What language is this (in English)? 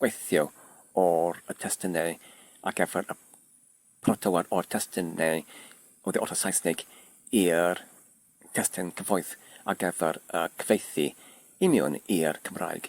Welsh